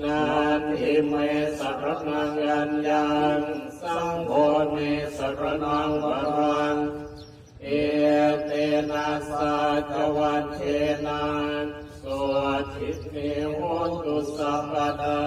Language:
Pali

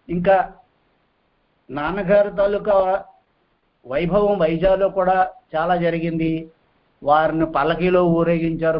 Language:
Telugu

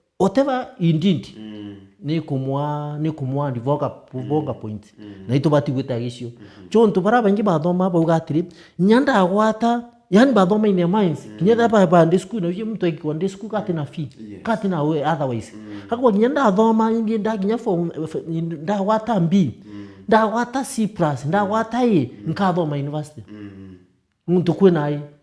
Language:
Meru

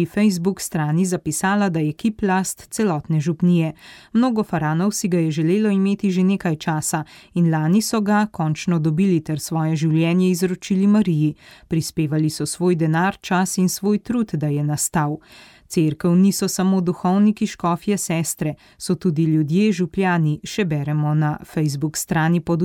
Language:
Slovenian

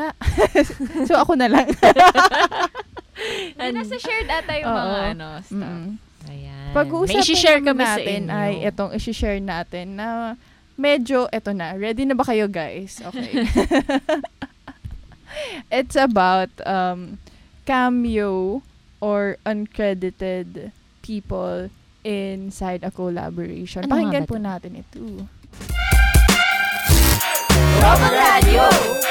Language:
Filipino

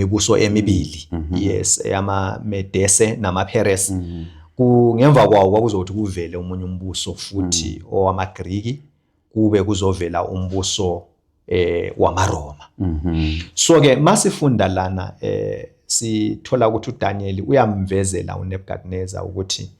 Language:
Zulu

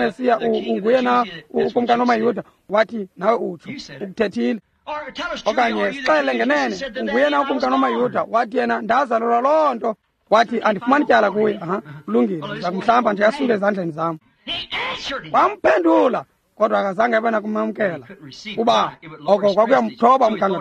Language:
Xhosa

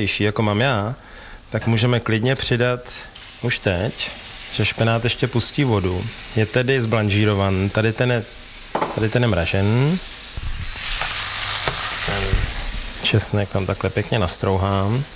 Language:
Czech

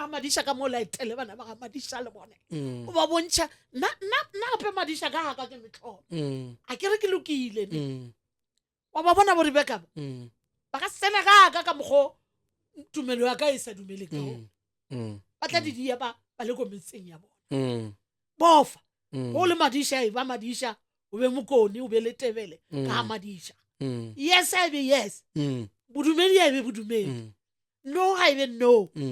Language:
Northern Sotho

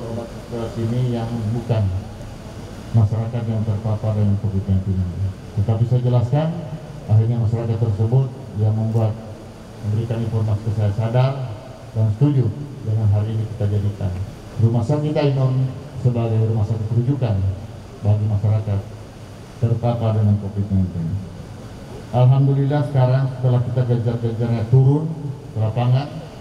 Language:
Indonesian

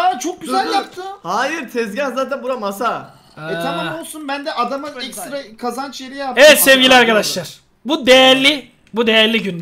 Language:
Turkish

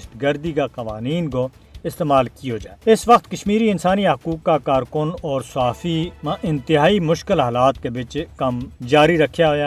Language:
Gujari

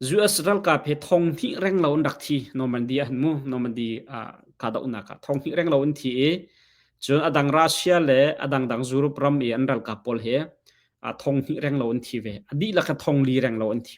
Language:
Hakha Chin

